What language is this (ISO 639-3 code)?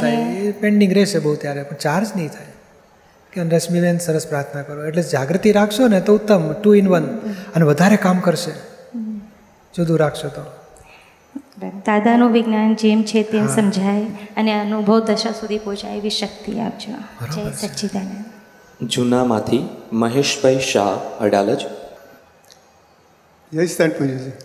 guj